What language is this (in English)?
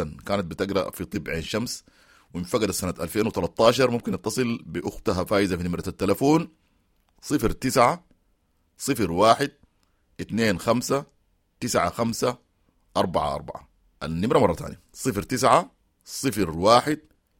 Sudanese Arabic